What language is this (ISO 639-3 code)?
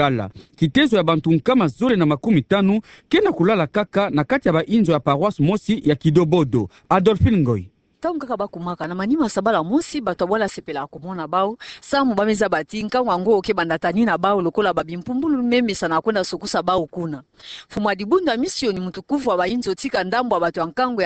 ktu